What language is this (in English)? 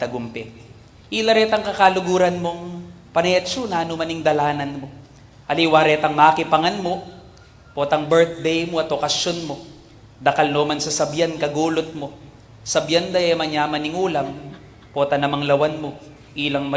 Pampanga